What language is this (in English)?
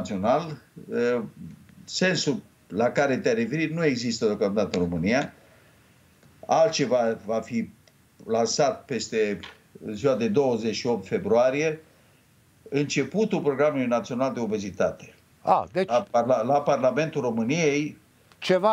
Romanian